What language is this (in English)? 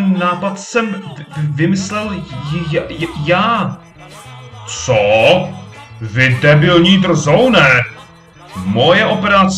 Czech